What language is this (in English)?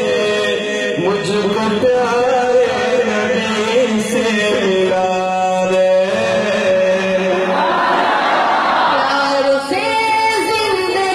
Urdu